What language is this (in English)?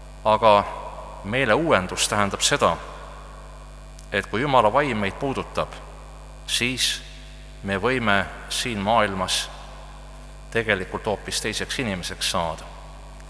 Estonian